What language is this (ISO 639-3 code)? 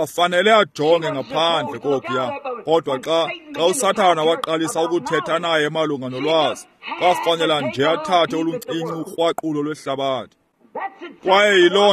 xho